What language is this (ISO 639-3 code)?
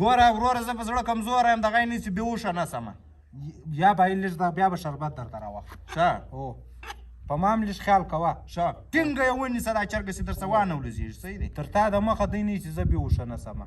pus